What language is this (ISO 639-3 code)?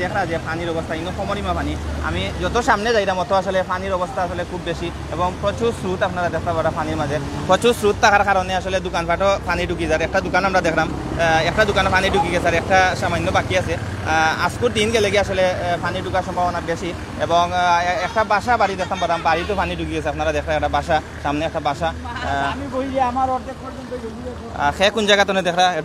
syl